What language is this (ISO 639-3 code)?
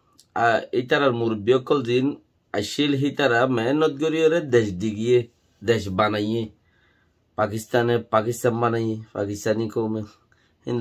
rhg